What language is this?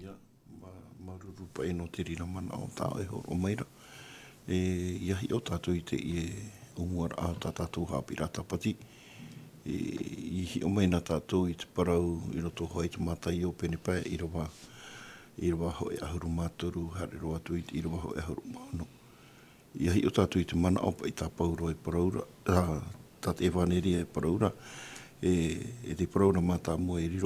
Tahitian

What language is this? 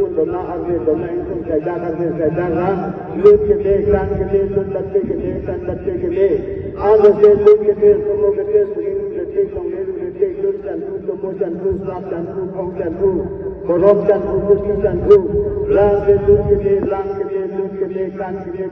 Karbi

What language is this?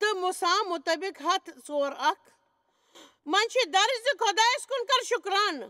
Kashmiri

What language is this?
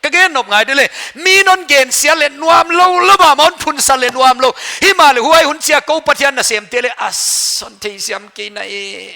Paite Chin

